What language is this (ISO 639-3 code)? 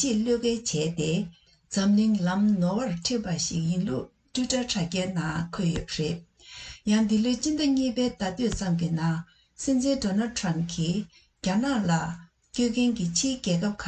bod